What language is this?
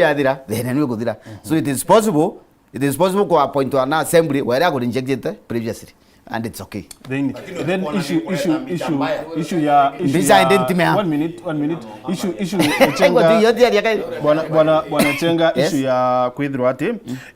Meru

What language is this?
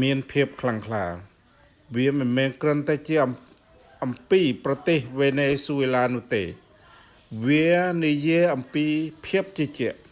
Khmer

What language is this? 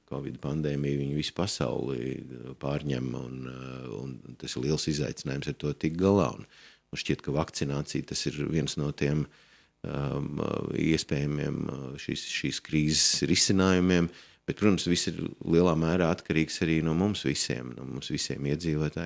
Latvian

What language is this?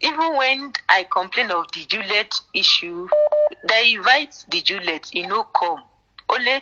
Nigerian Pidgin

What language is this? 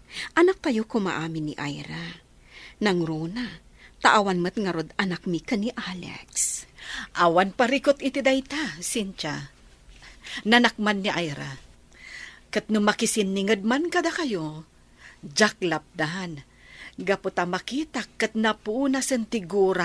Iloko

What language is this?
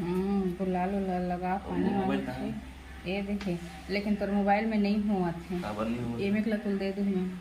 Chhattisgarhi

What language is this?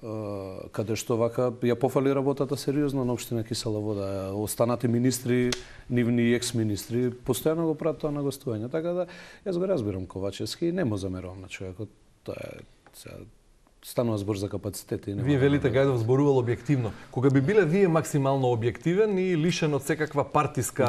Macedonian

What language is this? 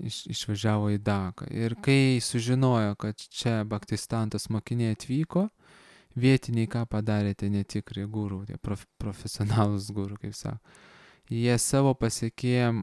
Lithuanian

